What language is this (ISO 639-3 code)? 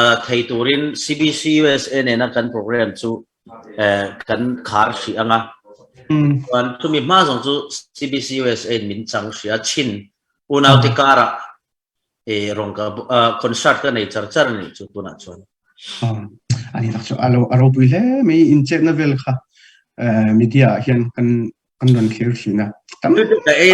cnh